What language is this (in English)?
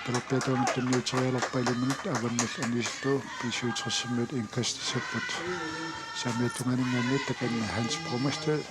Kalaallisut